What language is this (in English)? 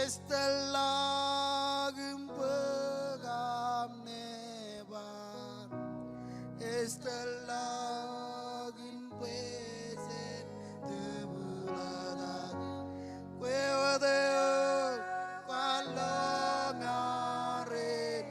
Marshallese